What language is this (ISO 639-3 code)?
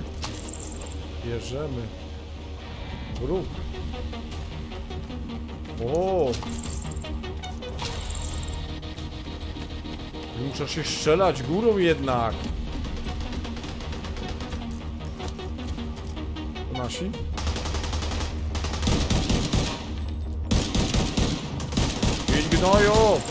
pol